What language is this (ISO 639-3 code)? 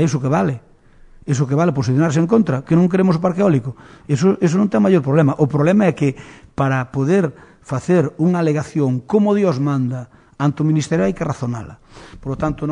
glg